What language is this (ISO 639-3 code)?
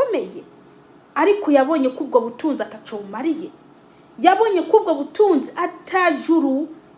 run